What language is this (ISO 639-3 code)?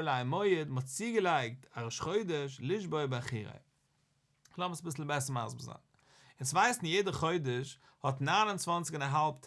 yid